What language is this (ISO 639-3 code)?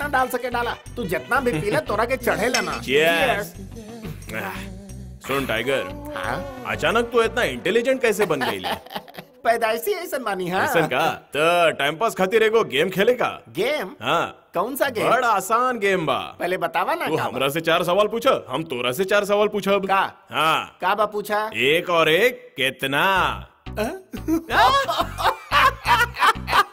bho